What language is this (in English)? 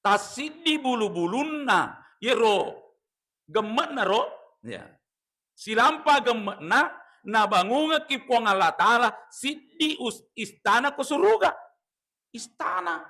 Buginese